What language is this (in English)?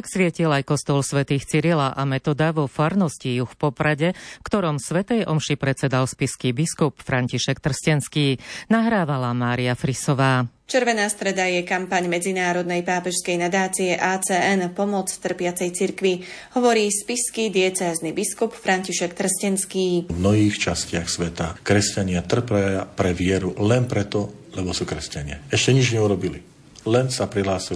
Slovak